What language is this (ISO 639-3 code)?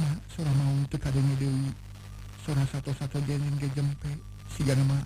sun